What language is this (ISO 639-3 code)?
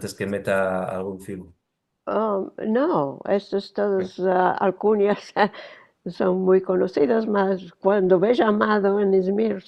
lad